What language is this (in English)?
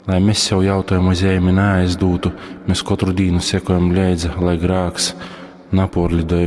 Latgalian